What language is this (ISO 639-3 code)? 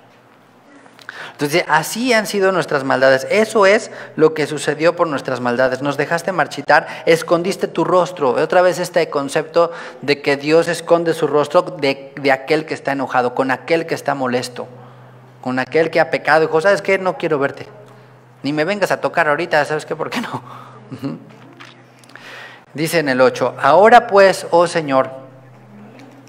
spa